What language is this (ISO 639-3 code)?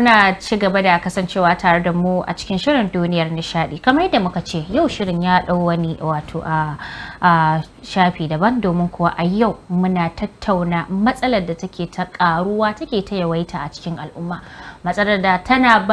hau